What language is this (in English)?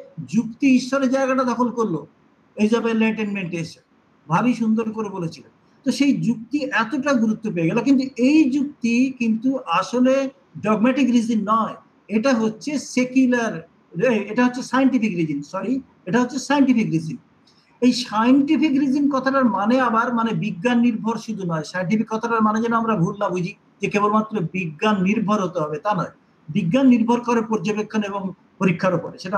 Bangla